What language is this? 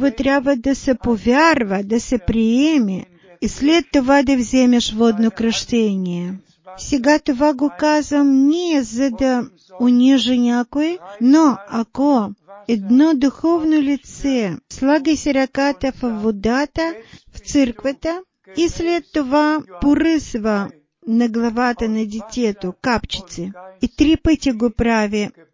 Bulgarian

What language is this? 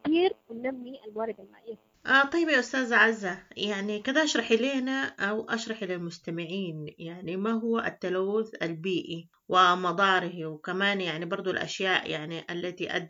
Sudanese Arabic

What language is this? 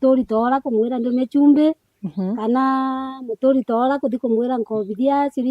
Meru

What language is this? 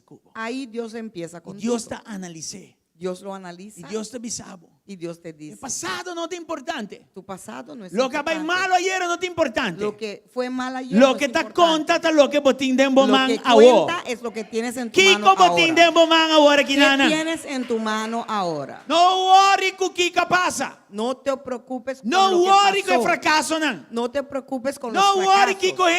Papiamento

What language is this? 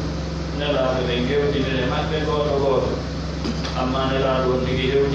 Pular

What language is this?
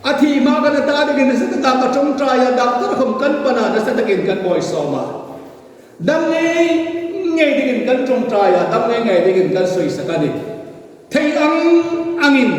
Hmar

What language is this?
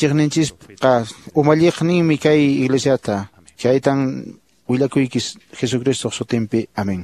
Quechua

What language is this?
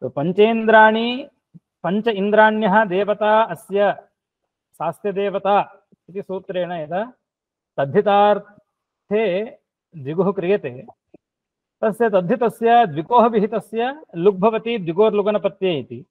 Sanskrit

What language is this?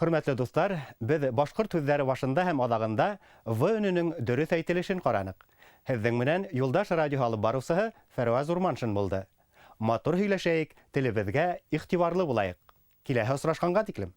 Bashkir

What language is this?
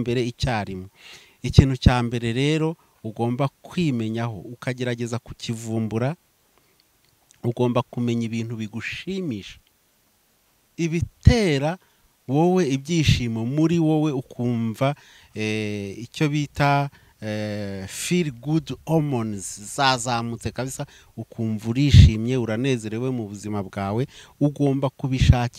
Kinyarwanda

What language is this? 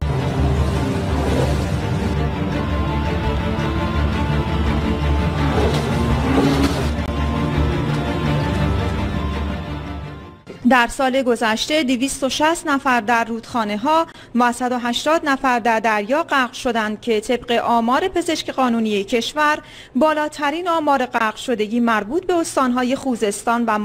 Persian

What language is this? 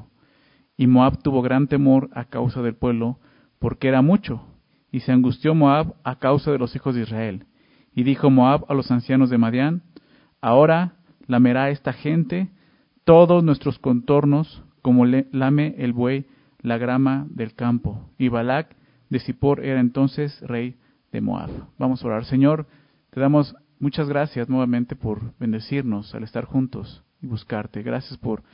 Spanish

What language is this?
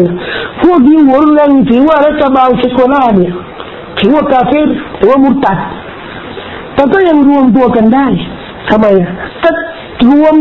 Thai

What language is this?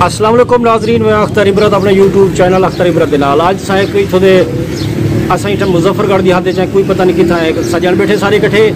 Saraiki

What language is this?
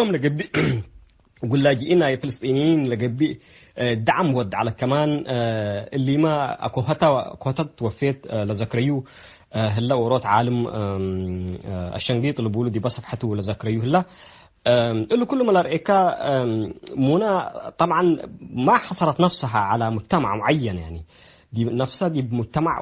Tigre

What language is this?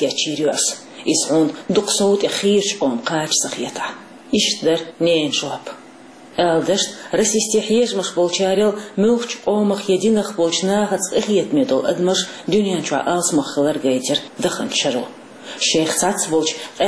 Chechen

